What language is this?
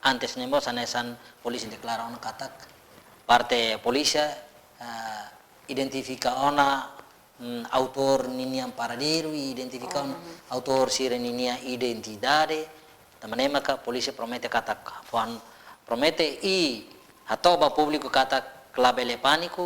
Tetum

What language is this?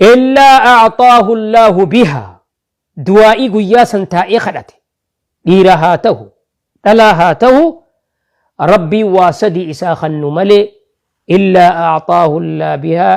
Oromo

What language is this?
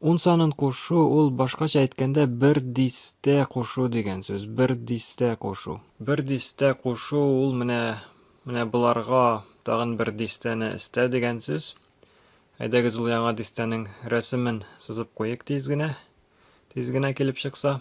Tatar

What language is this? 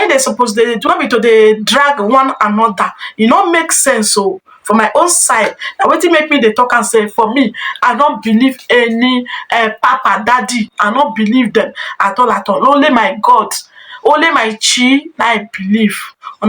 Nigerian Pidgin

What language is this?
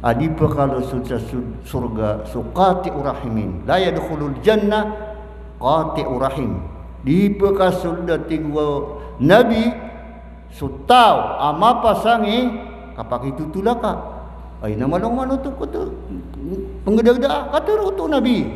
Maranao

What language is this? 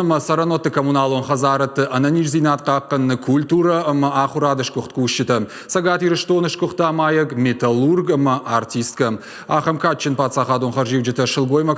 Ossetic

